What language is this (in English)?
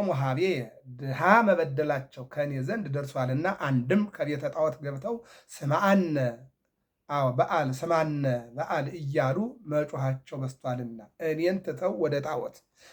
Amharic